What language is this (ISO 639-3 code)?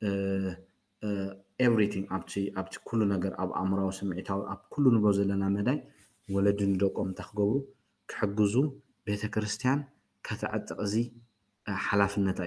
tir